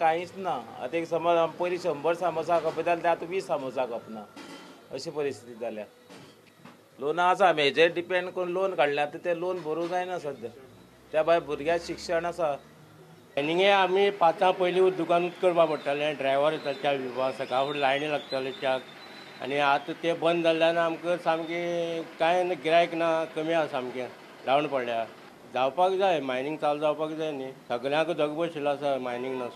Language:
Konkani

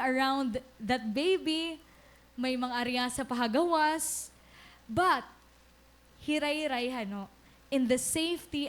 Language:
Waray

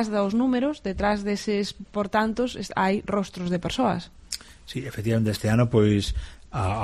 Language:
Galician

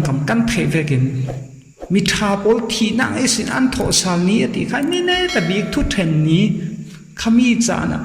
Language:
Falam Chin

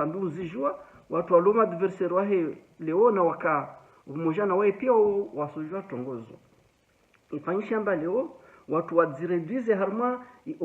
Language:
Ngazidja Comorian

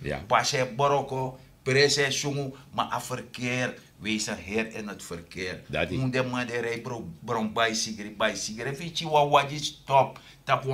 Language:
Sranan Tongo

